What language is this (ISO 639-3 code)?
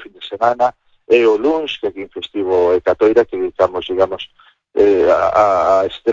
glg